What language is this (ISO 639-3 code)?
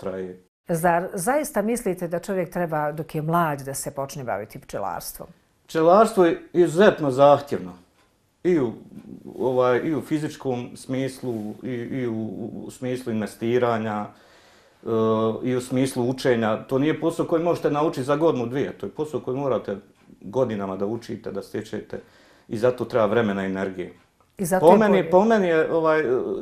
bos